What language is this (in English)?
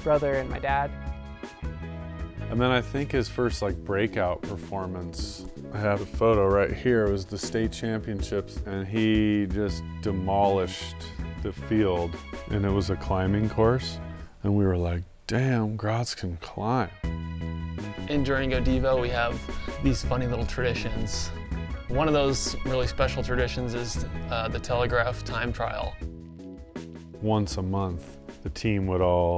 English